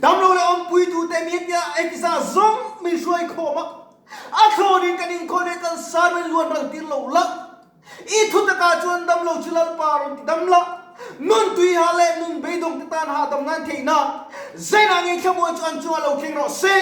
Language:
Mizo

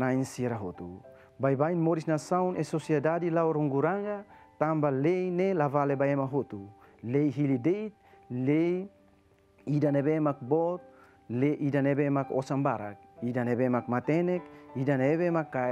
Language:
Tetum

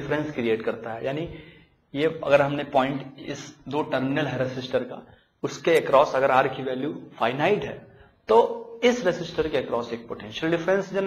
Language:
Hindi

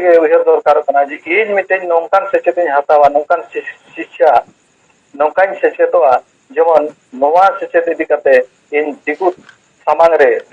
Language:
Santali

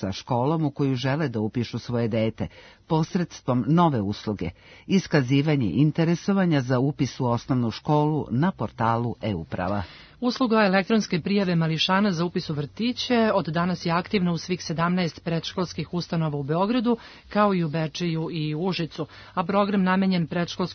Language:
Serbian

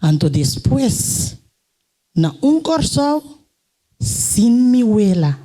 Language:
Papiamento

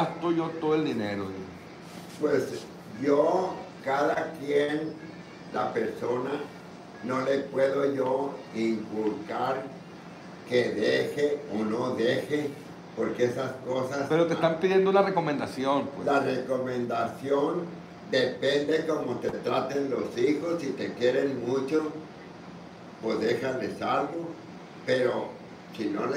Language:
Spanish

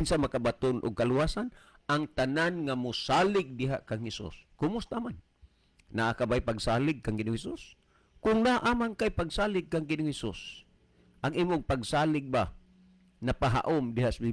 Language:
Cebuano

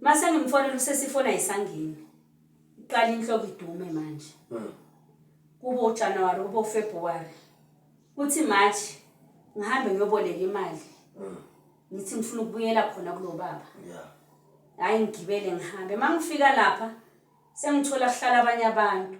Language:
Zulu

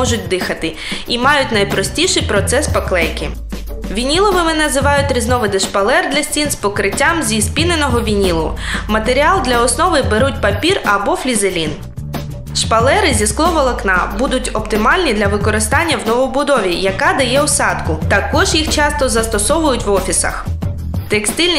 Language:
Ukrainian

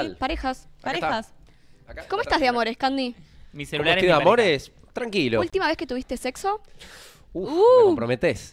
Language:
Spanish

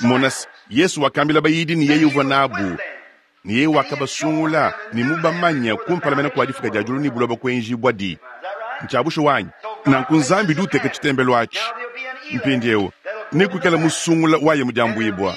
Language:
Luba-Lulua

